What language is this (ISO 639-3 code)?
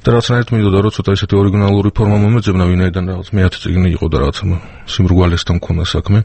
kat